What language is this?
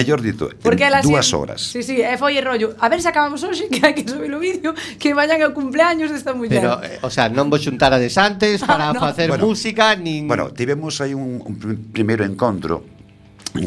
Galician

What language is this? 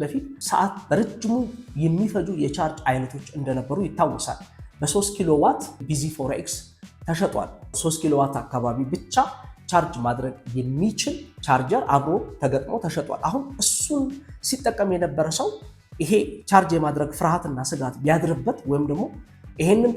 Amharic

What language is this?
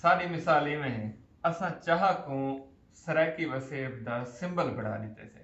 Saraiki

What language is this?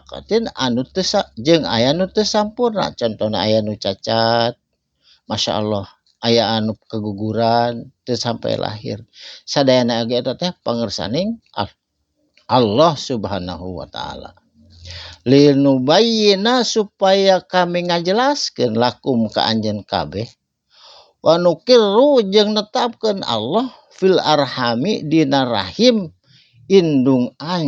Sundanese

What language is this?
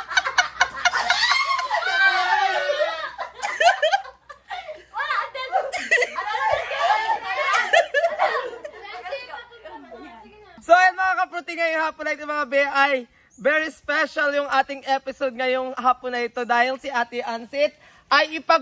Filipino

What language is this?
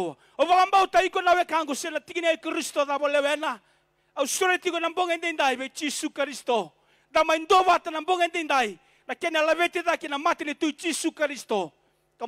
Fijian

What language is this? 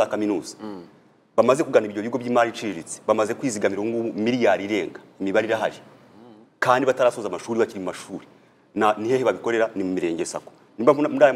Kinyarwanda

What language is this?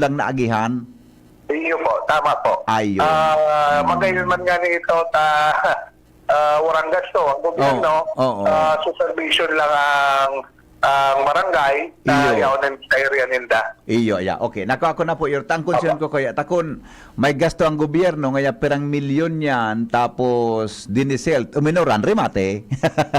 Bikol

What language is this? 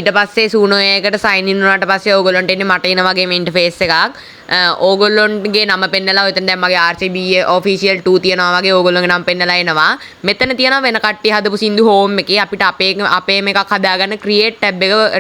Sinhala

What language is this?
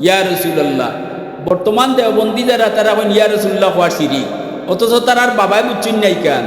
Sylheti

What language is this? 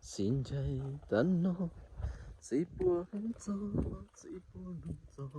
Hmong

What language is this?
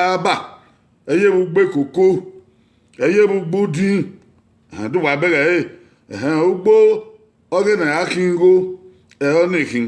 Bini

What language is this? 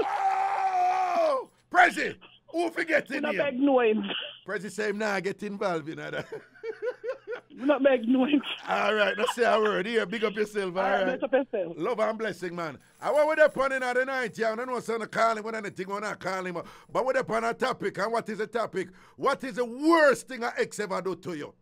Jamaican Creole English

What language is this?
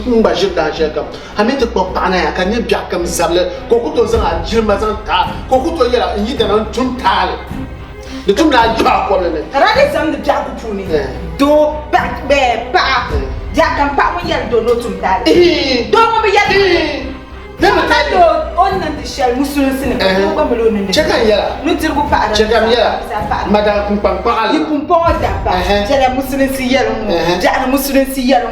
Dagbani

